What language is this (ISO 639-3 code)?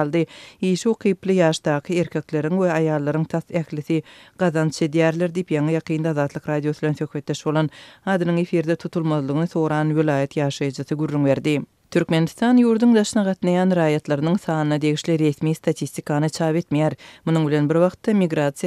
tuk